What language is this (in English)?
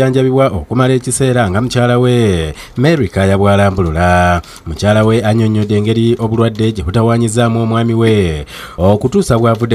Ganda